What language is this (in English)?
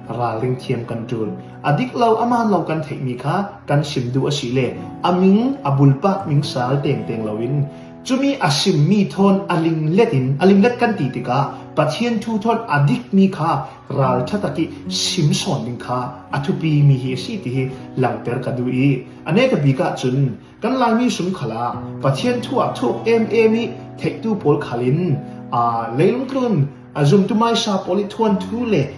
Falam Chin